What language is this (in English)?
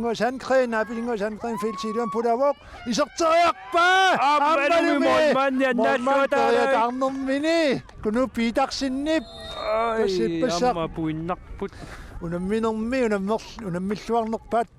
Kalaallisut